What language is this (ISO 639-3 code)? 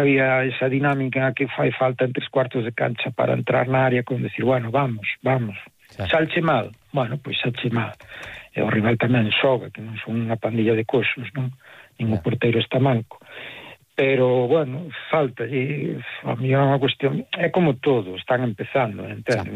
glg